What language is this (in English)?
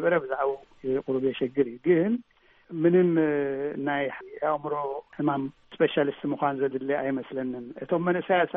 Tigrinya